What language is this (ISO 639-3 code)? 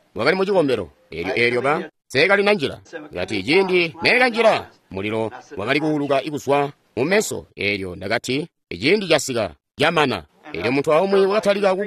toi